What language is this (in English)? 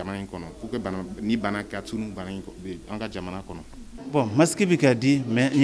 Bambara